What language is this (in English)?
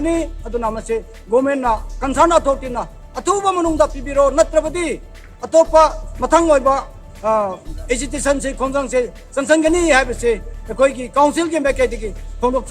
Manipuri